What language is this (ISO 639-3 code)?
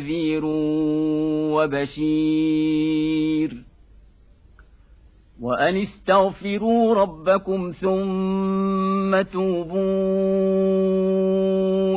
ara